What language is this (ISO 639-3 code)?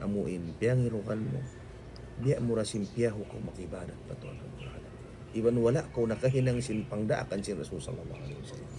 tsg